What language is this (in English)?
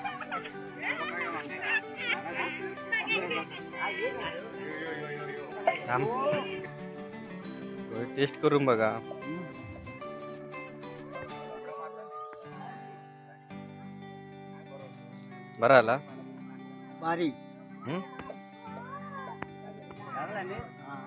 Marathi